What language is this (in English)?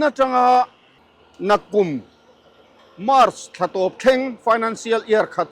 Mizo